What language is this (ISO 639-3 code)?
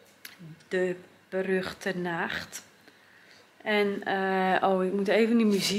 nld